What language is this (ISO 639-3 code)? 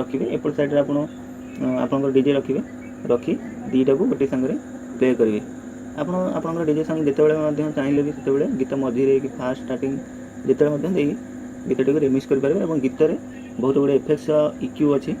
ori